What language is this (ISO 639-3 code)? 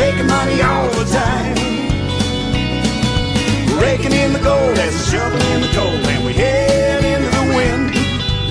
eng